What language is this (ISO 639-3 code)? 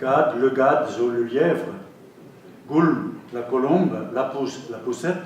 bre